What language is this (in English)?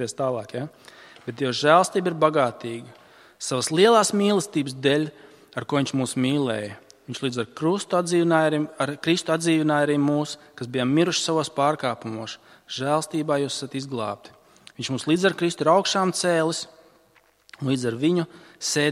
Latvian